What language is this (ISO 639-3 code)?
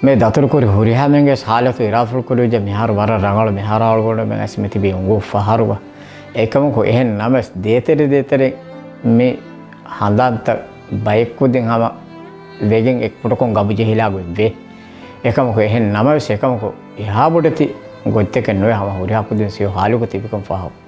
div